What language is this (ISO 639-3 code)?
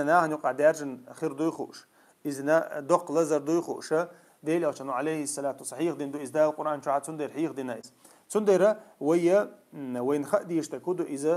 che